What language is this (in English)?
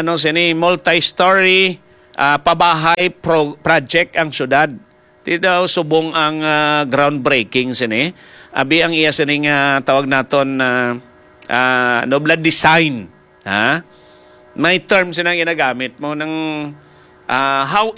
Hiligaynon